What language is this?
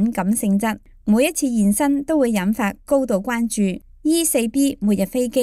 Cantonese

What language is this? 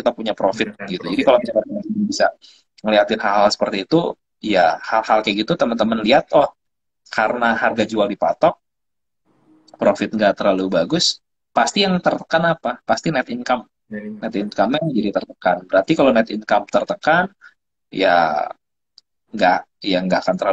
Indonesian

